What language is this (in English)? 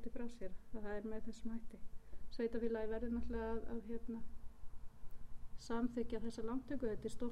Icelandic